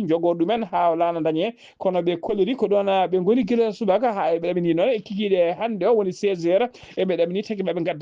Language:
Fula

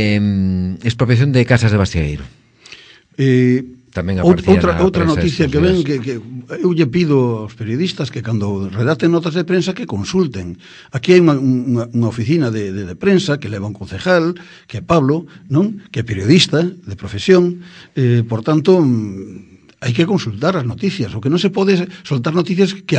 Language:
Galician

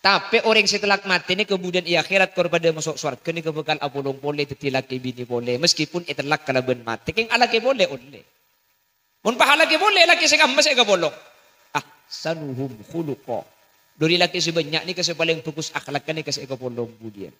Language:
Madurese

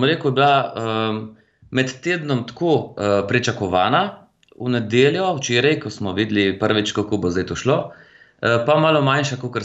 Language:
Slovenian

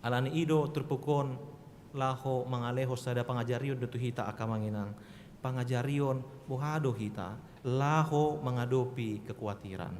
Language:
Batak Toba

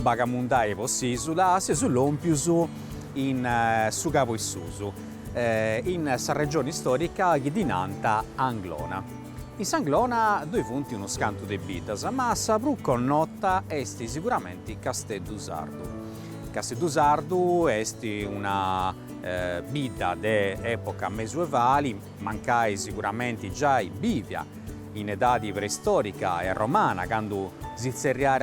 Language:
Sardinian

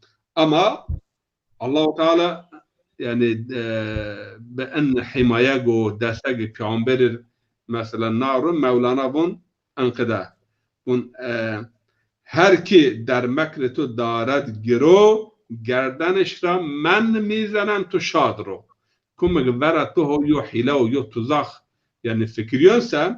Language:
Zaza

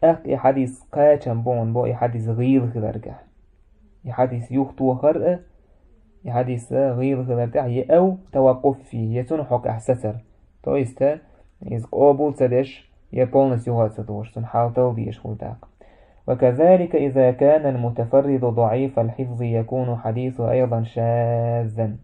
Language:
Chechen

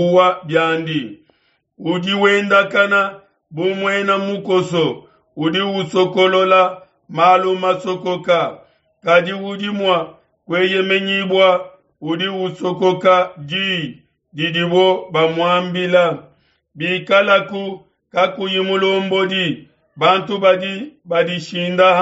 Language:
Luba-Lulua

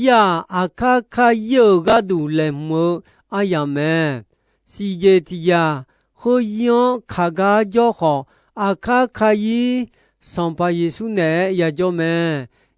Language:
Akha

